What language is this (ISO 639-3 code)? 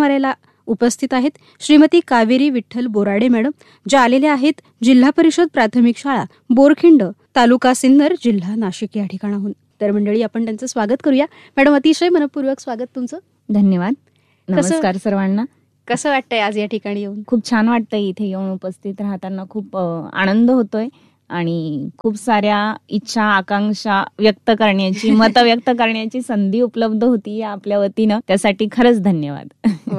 mar